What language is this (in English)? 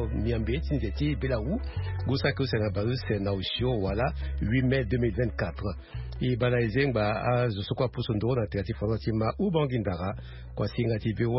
Sango